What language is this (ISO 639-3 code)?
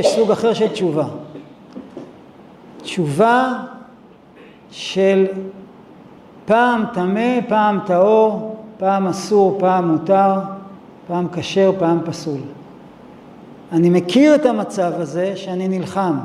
heb